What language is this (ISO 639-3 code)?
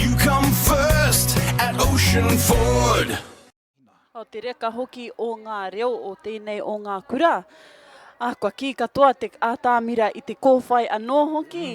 mri